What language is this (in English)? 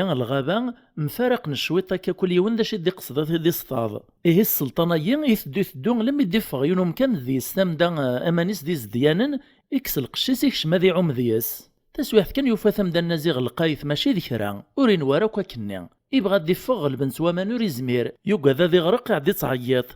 Kabyle